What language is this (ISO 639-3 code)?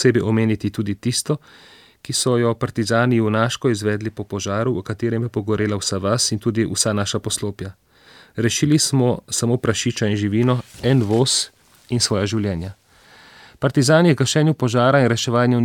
slv